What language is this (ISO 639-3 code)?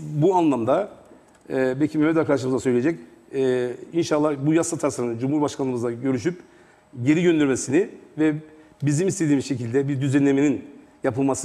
tur